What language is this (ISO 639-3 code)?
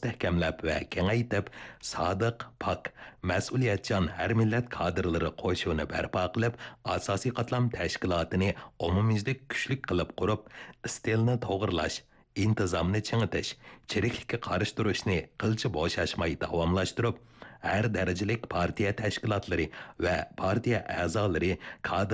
uig